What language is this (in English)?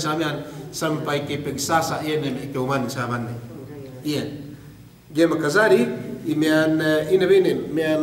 Yakan